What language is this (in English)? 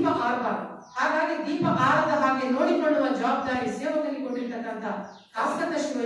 Kannada